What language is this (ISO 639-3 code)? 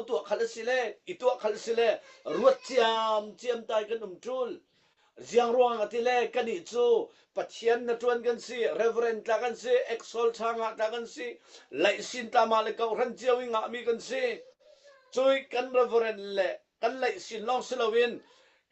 cfm